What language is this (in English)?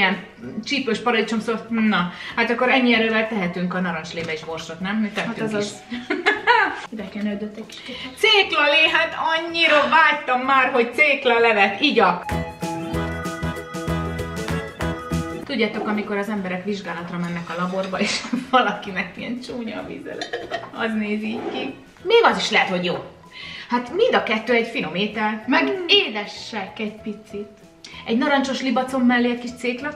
Hungarian